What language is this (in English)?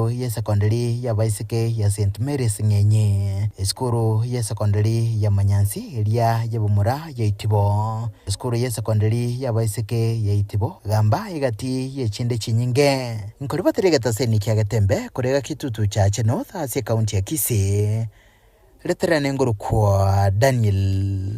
Gusii